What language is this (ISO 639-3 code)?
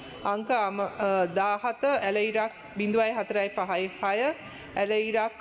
sin